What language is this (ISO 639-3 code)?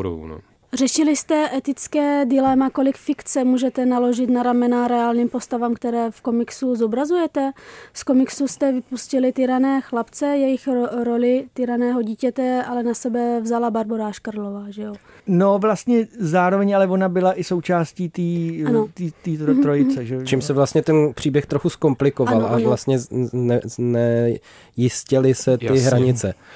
ces